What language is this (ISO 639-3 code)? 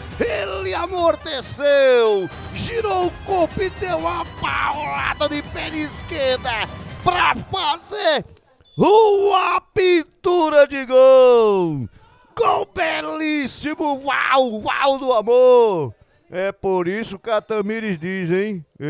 por